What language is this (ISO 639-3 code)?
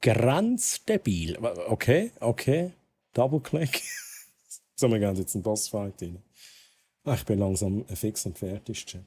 gsw